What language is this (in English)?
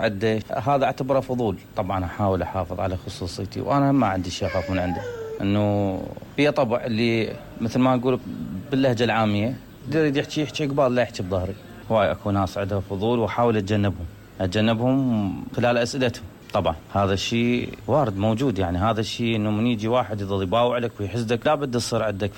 Mesopotamian Arabic